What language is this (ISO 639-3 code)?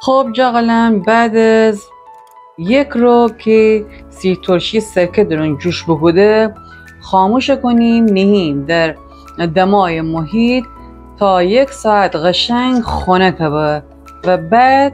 glk